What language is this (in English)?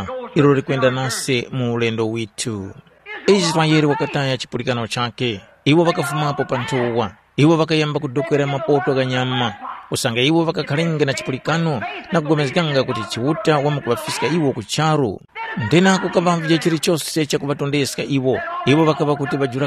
Tumbuka